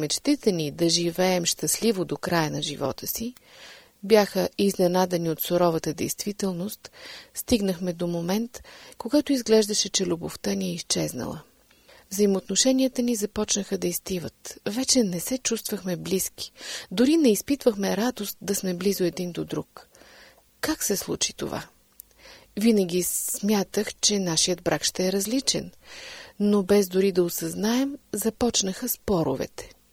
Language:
Bulgarian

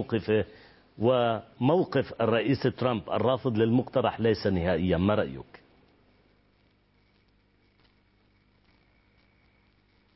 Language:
Arabic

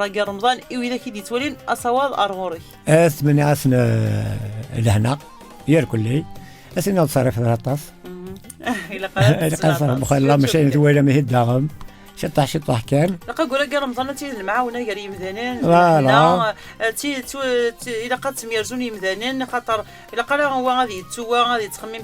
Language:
Kabyle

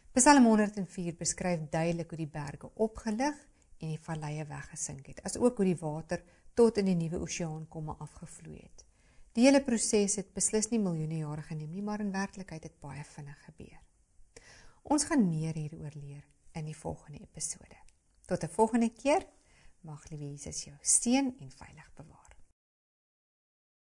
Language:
Afrikaans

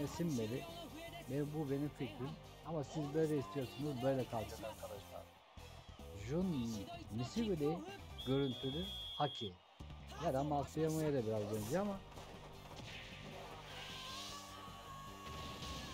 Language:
Turkish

